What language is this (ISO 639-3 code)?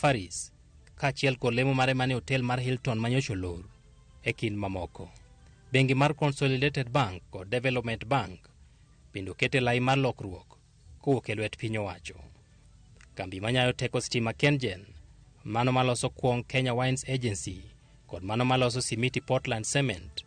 luo